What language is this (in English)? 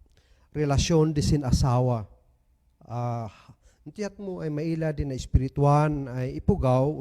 Kankanaey